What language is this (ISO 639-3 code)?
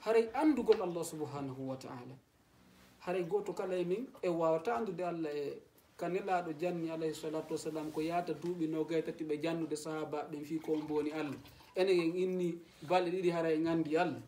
ful